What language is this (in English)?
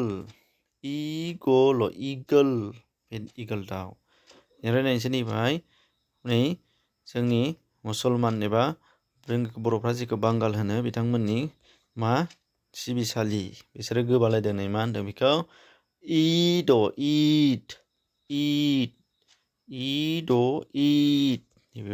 Bodo